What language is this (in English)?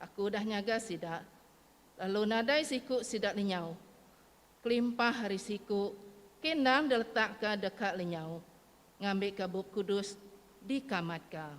Iban